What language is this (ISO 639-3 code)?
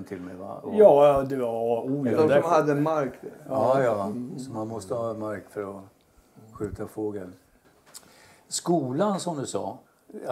swe